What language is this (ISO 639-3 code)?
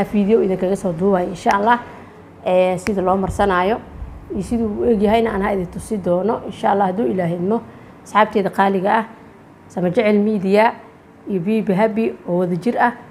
som